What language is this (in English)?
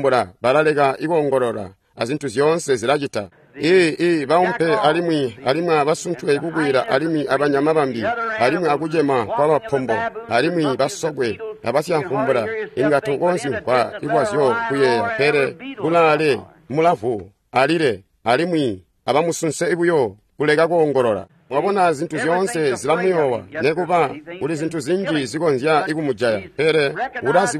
Tonga (Zambia)